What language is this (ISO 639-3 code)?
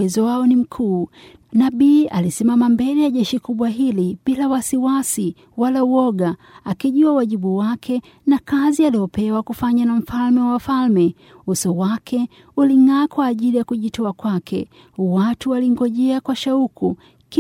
swa